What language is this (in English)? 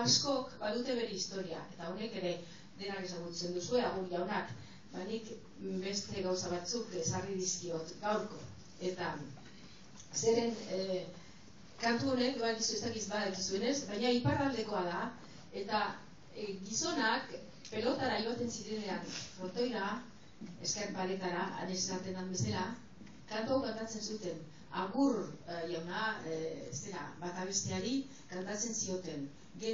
Basque